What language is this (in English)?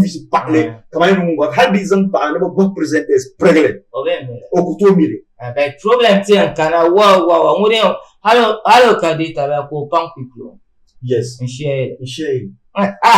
Dagbani